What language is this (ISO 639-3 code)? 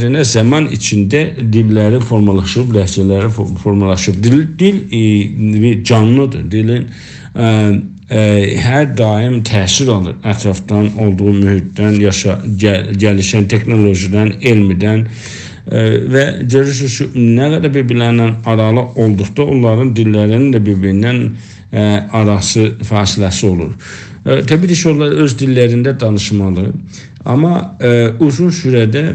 azb